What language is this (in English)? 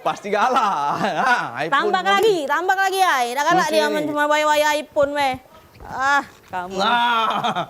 Musi